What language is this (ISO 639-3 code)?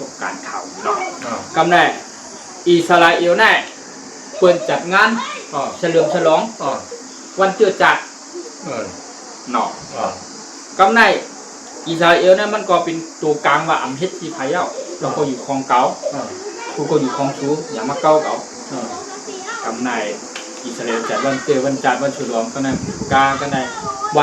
shn